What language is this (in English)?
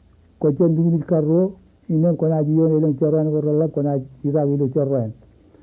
Marshallese